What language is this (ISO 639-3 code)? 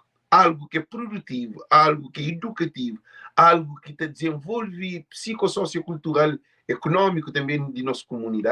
kea